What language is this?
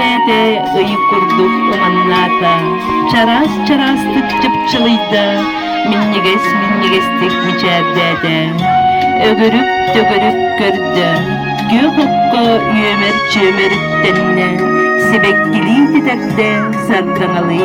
Yakut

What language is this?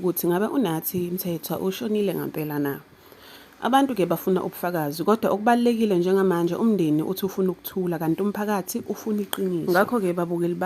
Zulu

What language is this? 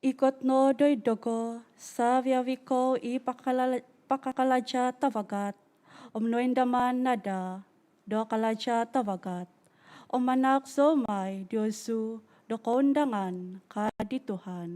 Central Dusun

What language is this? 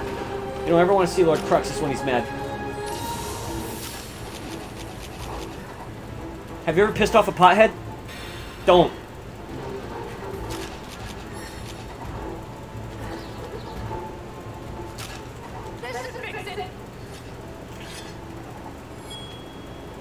English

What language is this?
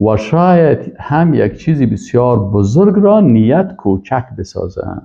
Persian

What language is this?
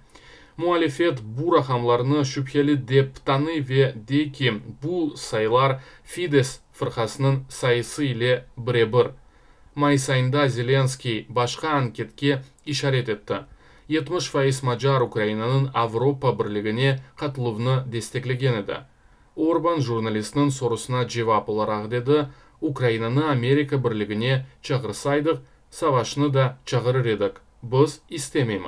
Crimean Tatar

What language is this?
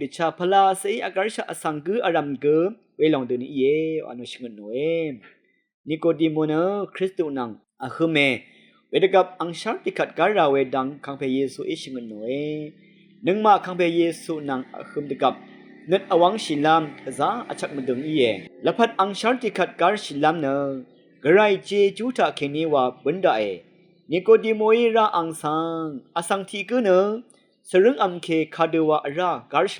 Rawang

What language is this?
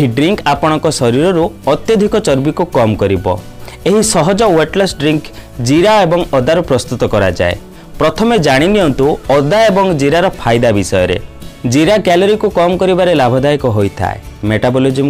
Odia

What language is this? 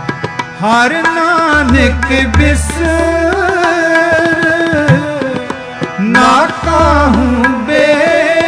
Punjabi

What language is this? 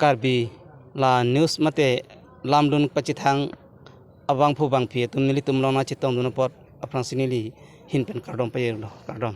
Karbi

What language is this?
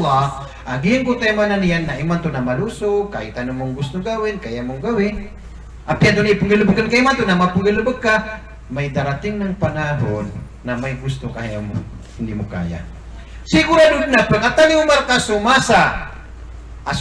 Maranao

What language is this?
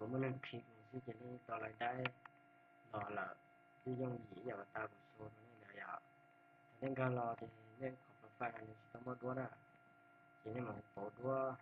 Hmong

